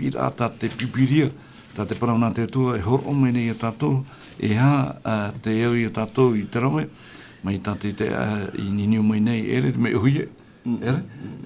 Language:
Tahitian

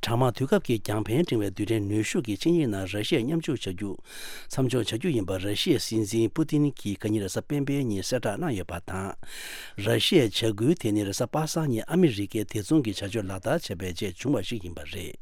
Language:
Tibetan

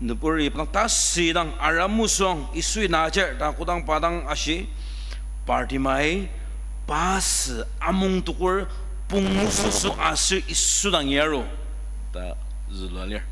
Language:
Ao Naga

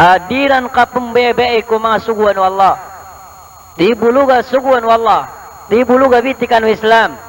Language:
Maranao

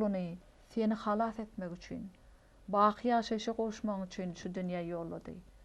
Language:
Turkmen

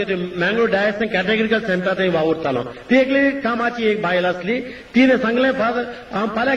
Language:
Konkani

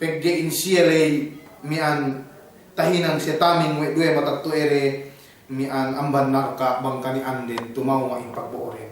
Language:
Yakan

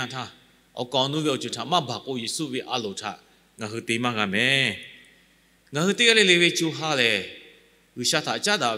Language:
Lahu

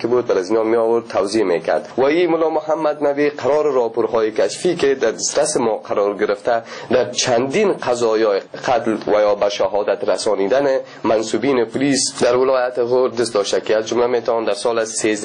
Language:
Persian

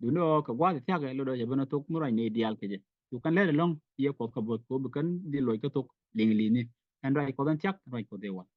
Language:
Nuer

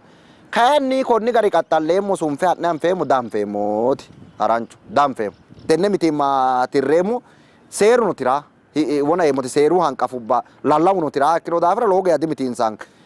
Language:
Sidamo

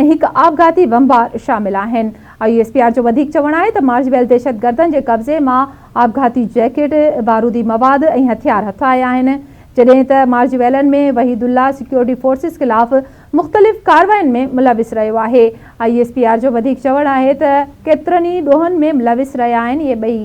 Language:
Sindhi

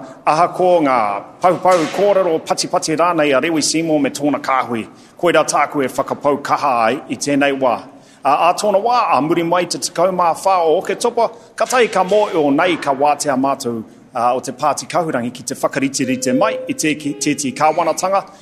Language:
Māori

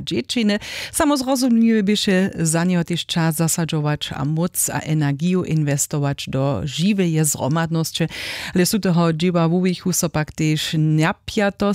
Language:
Upper Sorbian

